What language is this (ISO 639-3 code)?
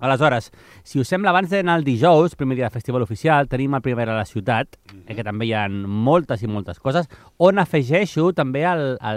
cat